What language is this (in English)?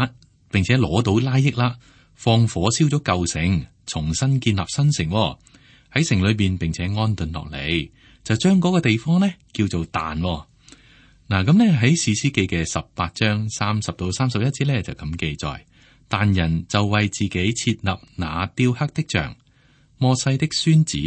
Cantonese